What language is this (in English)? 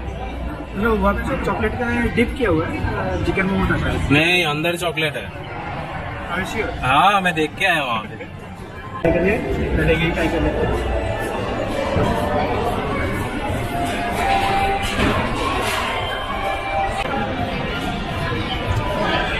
Hindi